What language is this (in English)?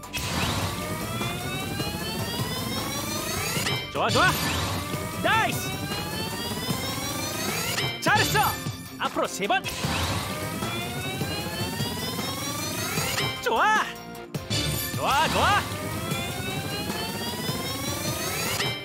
Korean